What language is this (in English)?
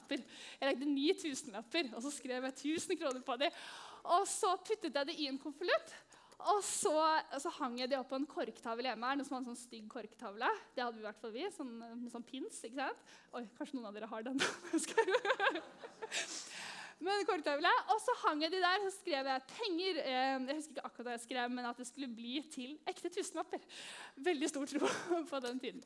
Norwegian